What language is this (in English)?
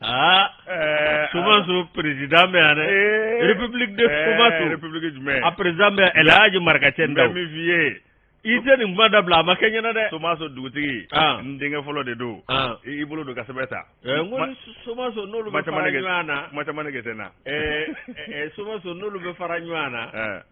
Bambara